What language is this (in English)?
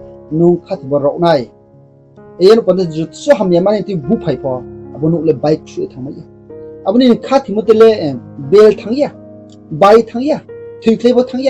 Riang (India)